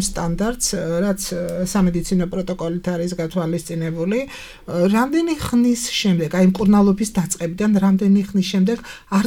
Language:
Georgian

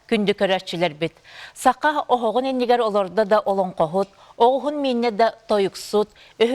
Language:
Yakut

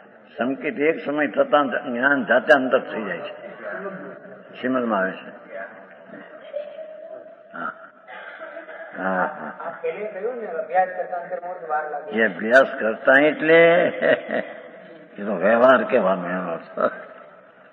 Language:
Gujarati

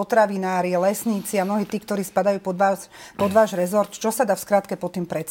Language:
Slovak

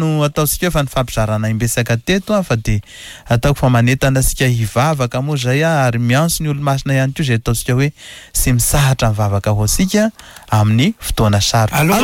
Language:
Malagasy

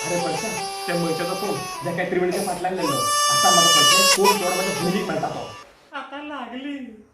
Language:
Konkani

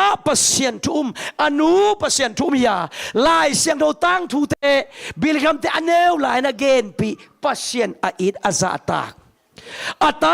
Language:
Tedim Chin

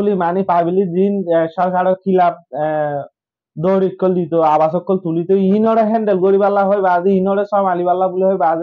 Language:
Rohingya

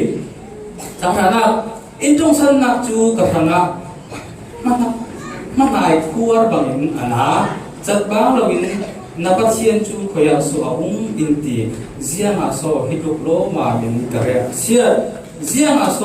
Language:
Falam Chin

